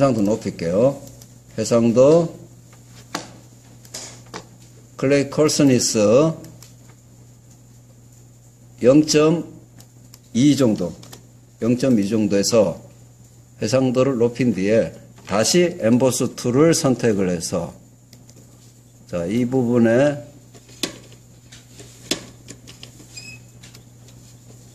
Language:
Korean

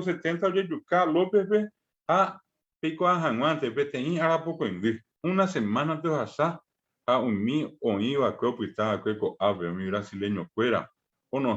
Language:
Guarani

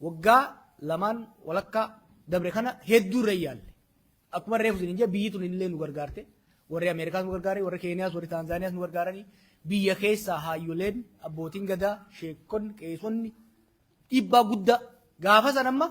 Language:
Oromo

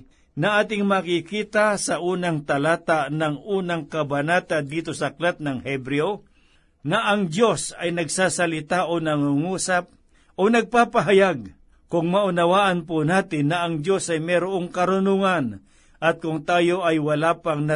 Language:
Filipino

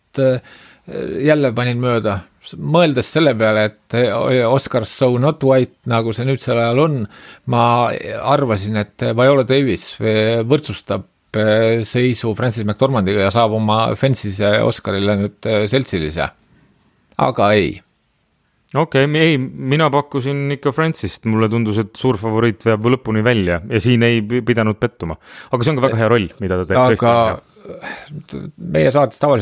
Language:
Estonian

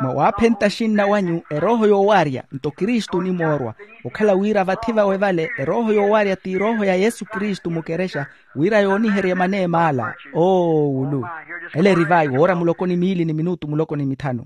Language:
Makhuwa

